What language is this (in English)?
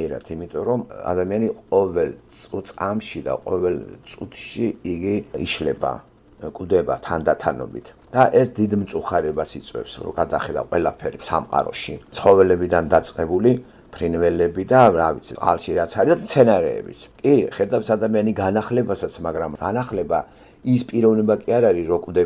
Georgian